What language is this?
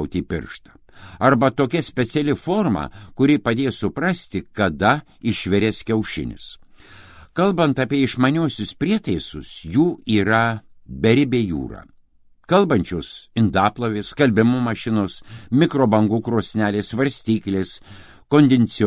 Lithuanian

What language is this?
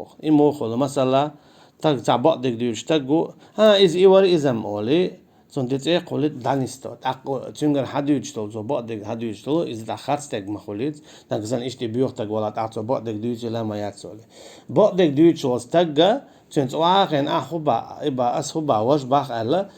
Chechen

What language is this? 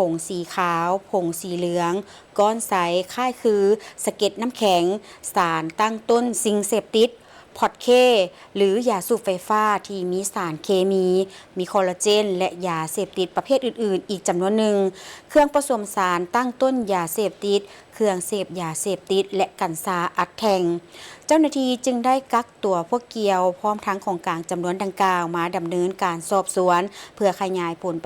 Lao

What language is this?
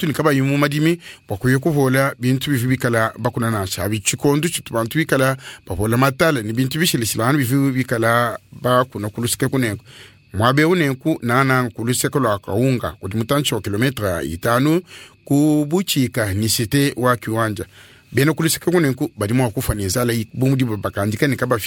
Luba-Lulua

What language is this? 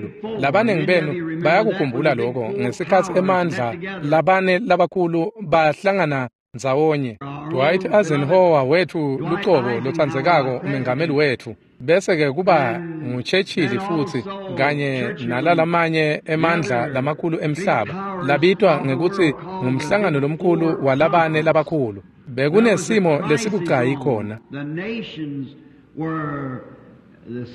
Swati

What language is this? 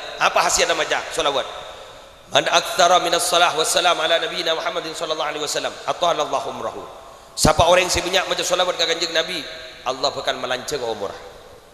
Madurese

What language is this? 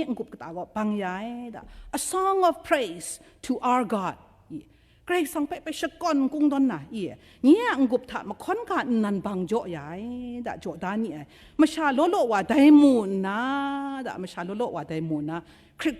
Kachin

